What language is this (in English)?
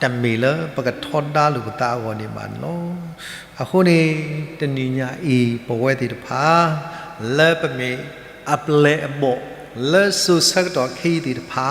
S'gaw Karen